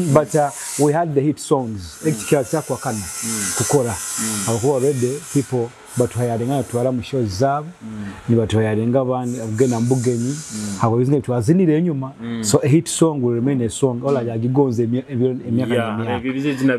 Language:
Nyoro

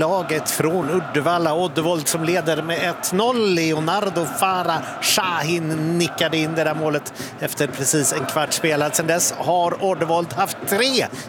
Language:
Swedish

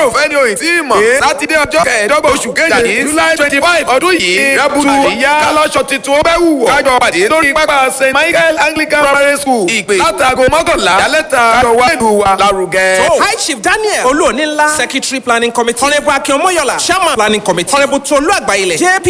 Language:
Yoruba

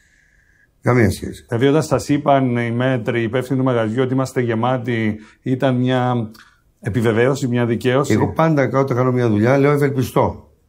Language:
Greek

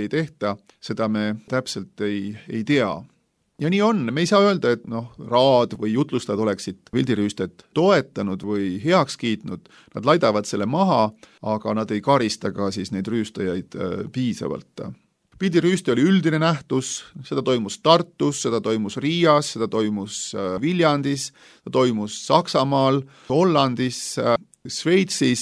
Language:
Estonian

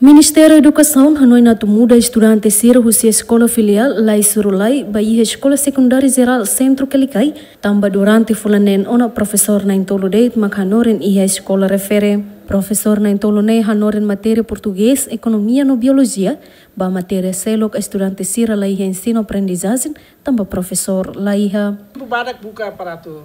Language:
Tetum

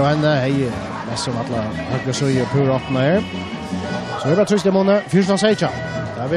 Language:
Faroese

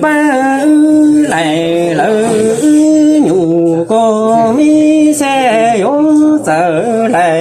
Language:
Hmong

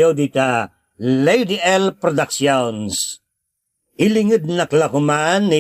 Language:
Iloko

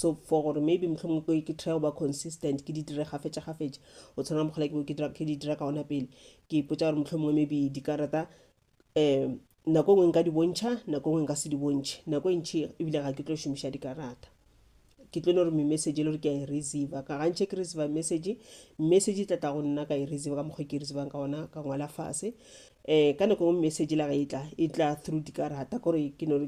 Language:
Northern Sotho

